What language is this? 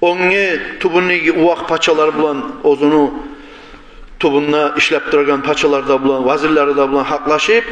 Kumyk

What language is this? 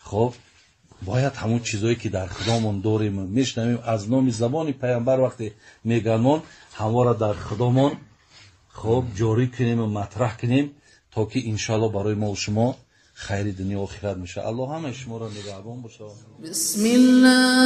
Tajik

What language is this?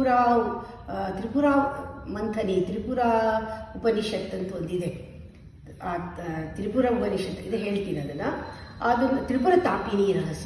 Kannada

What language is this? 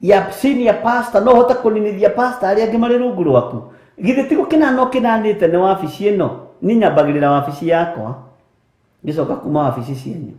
Kikuyu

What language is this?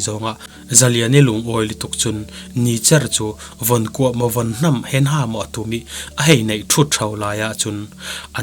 Falam Chin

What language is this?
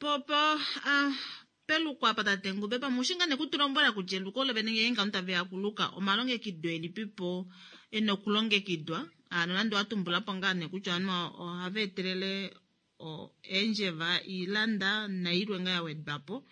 Kuanyama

